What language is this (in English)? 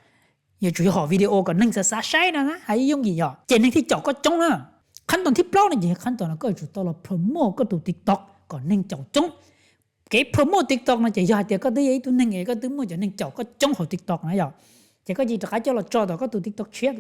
Hmong